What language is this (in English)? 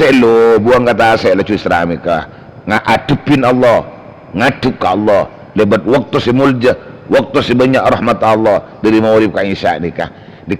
Madurese